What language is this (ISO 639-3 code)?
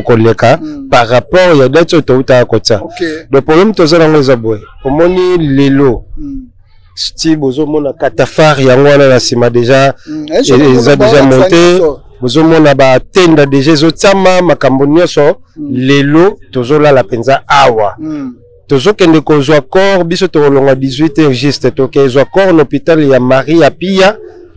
lin